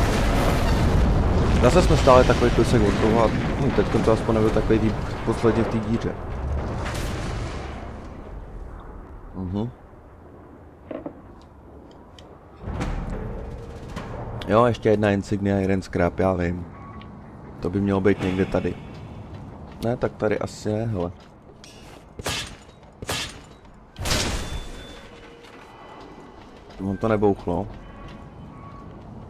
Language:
Czech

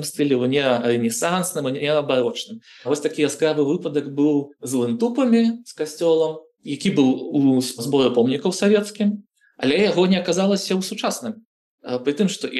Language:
Belarusian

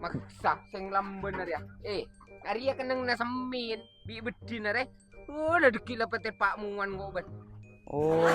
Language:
Madurese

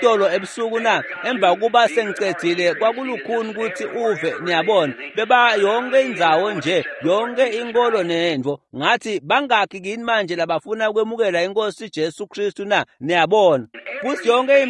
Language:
Swati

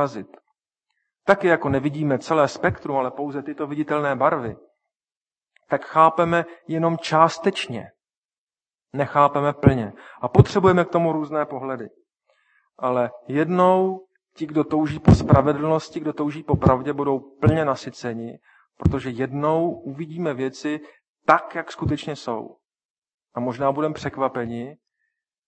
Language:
Czech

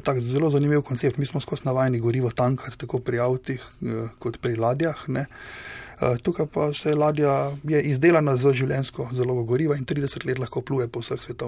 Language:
Slovenian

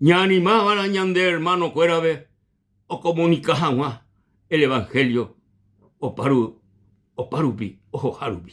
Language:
Guarani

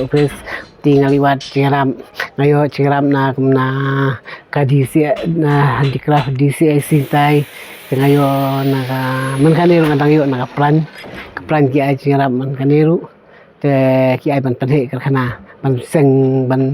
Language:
Khasi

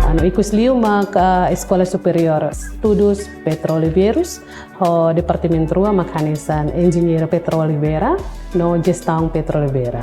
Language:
Tetum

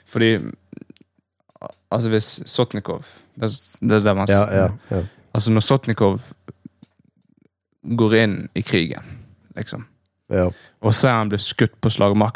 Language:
Norwegian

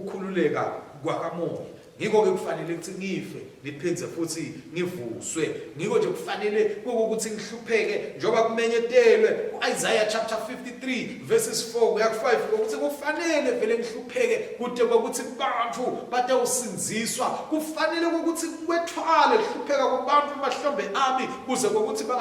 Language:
Swati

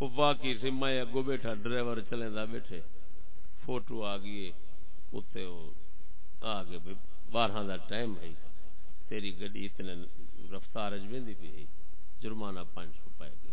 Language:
Saraiki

